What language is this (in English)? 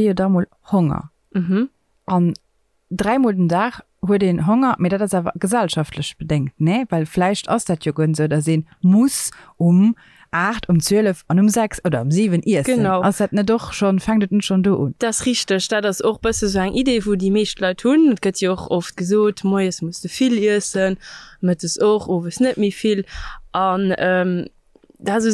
Luxembourgish